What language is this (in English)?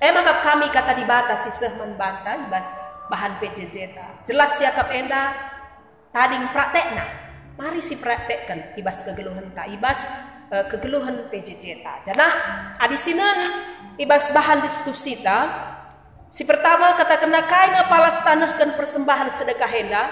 Batak Karo